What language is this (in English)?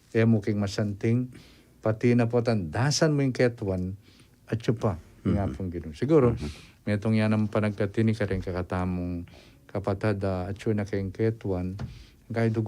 Pampanga